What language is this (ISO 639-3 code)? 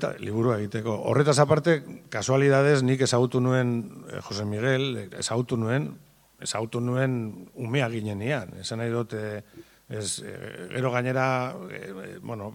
eus